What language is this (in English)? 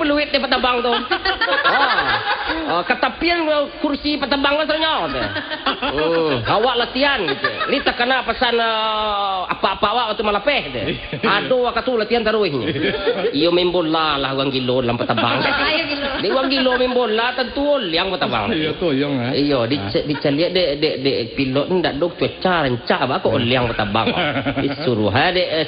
Minangkabau